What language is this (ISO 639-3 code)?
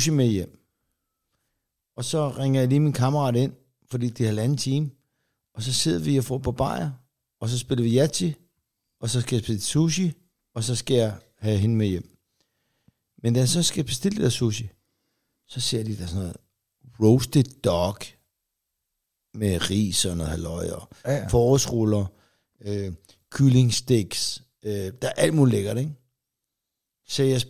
dan